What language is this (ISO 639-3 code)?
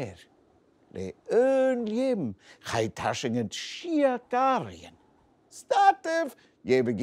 gla